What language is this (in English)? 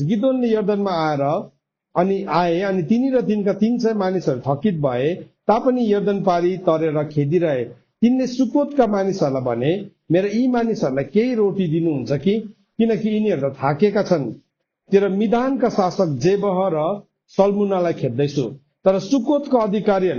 Nepali